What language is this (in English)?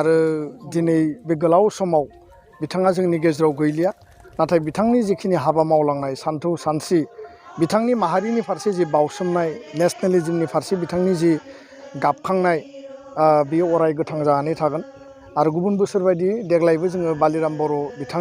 Bodo